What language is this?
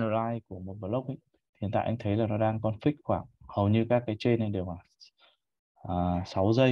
Vietnamese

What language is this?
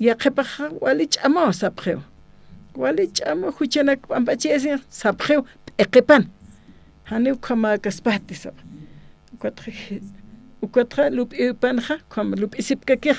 Aymara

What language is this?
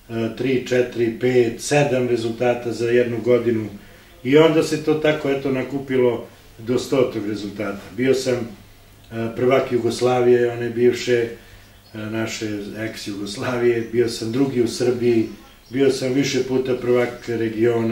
Serbian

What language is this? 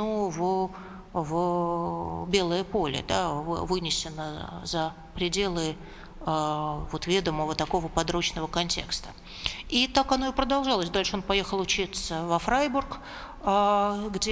Russian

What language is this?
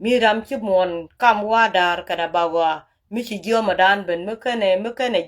Nuer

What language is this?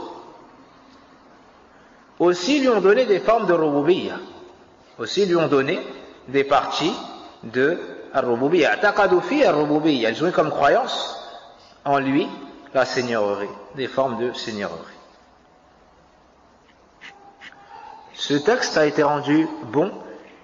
French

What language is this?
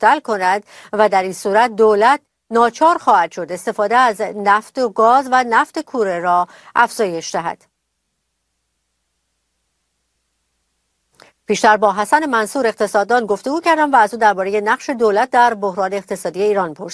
Persian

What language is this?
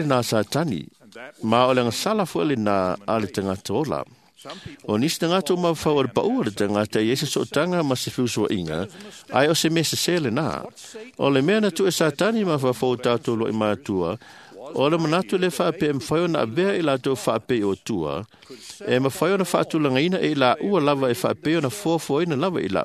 Samoan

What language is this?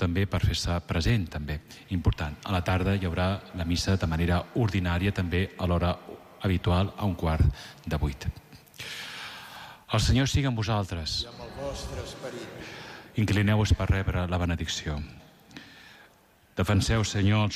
Catalan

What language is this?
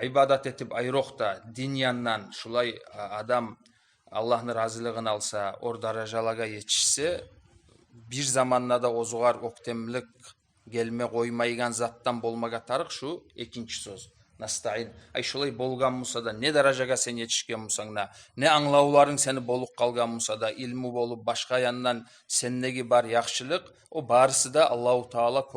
Kumyk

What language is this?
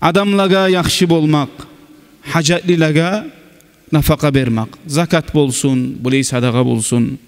Kumyk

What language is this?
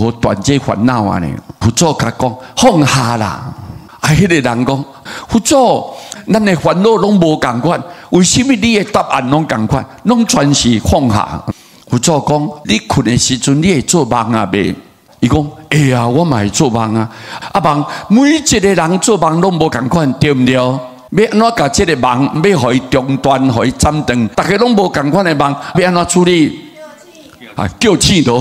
Min Nan Chinese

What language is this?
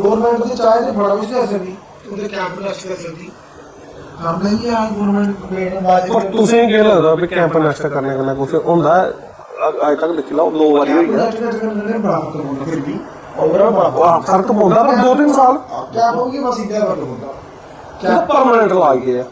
Dogri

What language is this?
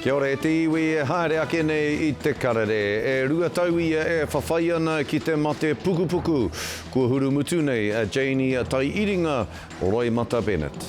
Māori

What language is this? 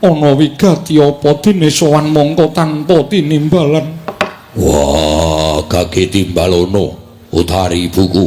Javanese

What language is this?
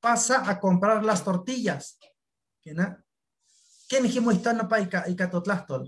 Eastern Huasteca Nahuatl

